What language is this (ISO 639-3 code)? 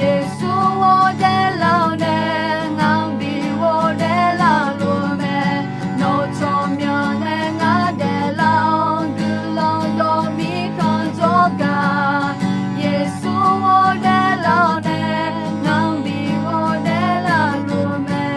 ahk